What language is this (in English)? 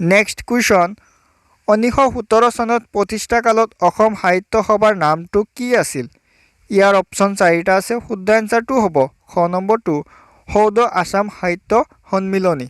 Assamese